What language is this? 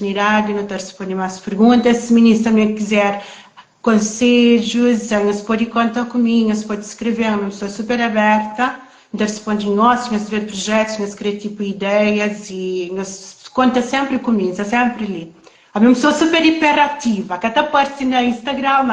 Kabuverdianu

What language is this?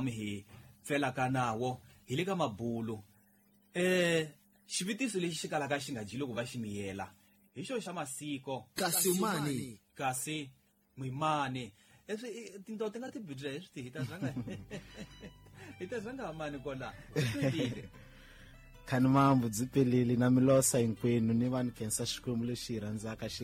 Tsonga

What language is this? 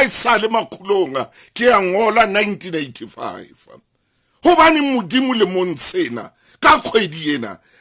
Southern Sotho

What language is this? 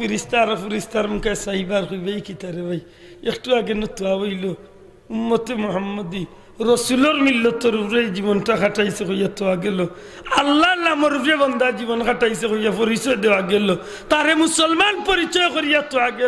Sylheti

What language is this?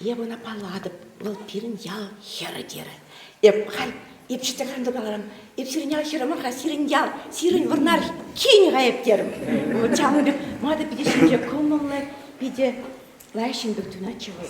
Chuvash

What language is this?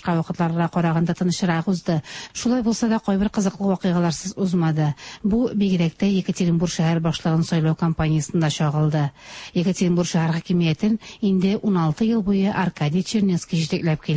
Tatar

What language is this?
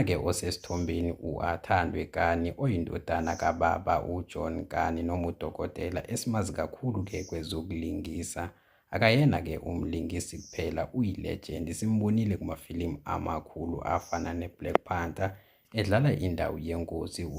Zulu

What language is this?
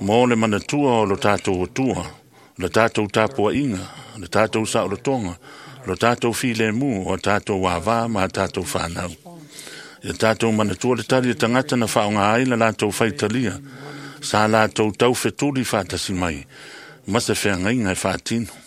Samoan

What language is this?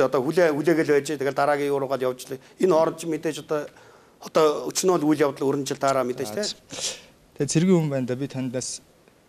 Mongolian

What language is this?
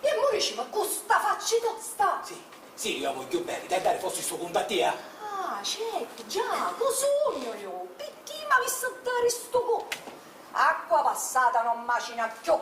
Sicilian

